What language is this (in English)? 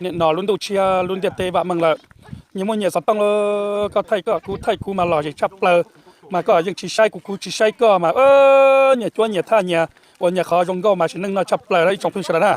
Hmong